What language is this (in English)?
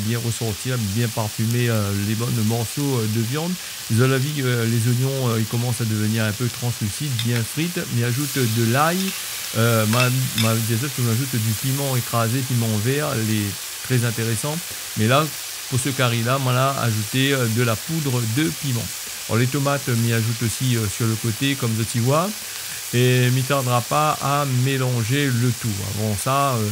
Réunion Creole French